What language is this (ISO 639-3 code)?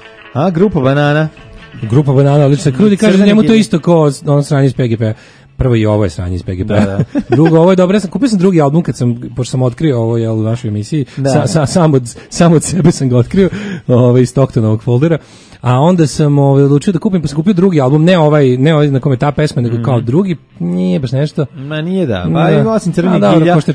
srp